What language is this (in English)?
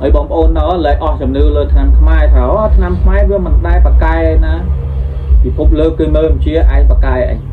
Khmer